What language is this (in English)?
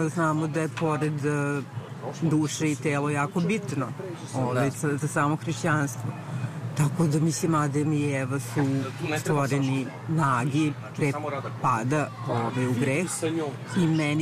Serbian